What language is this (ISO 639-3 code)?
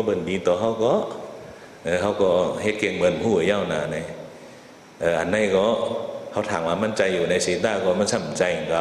shn